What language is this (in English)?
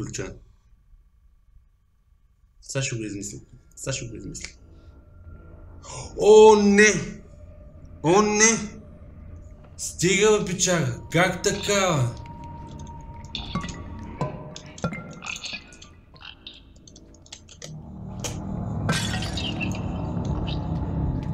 Bulgarian